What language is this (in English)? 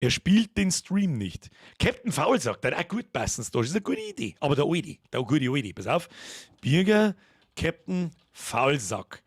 Bavarian